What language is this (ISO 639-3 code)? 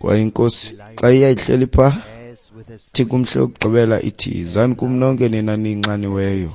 xho